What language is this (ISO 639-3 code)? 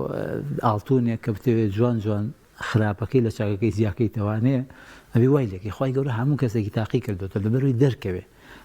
ckb